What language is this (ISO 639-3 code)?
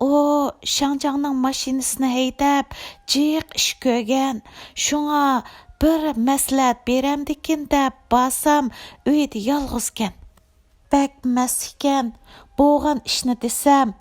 uig